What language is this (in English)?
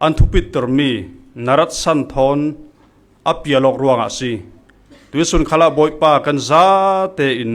Falam Chin